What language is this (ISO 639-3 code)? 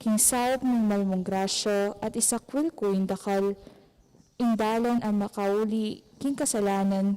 pam